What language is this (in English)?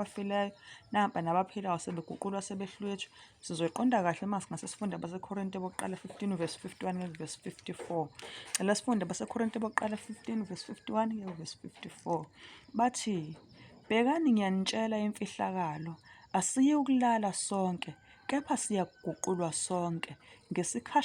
Zulu